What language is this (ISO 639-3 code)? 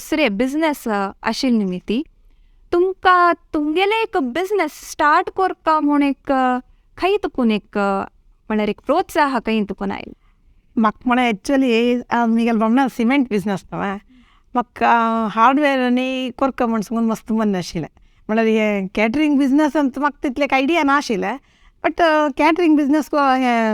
kok